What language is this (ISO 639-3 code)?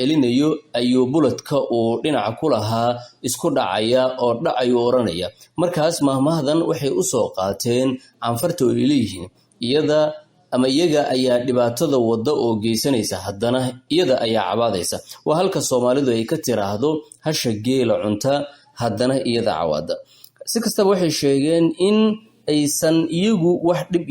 som